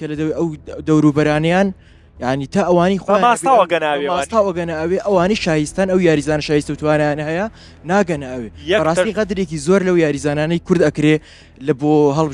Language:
Central Kurdish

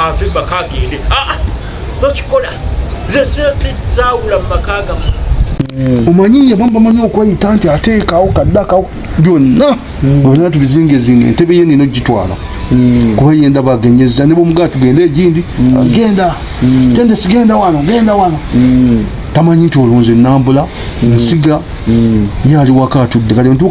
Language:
Ganda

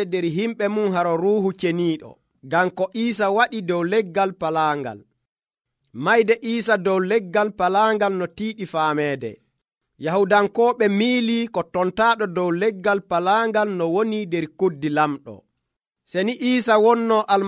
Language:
Nigerian Fulfulde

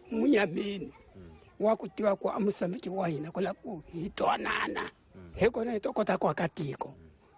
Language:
Tsonga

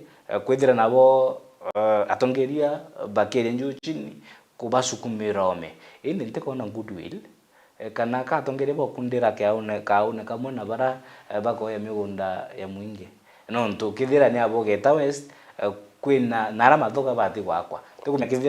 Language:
Meru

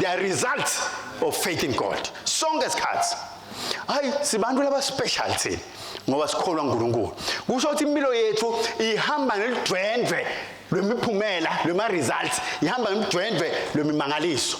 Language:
Swati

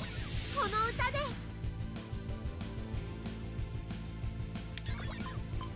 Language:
Japanese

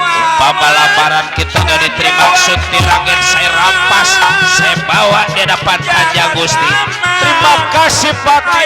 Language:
Betawi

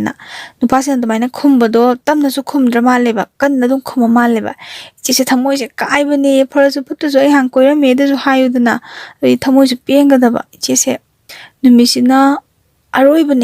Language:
Manipuri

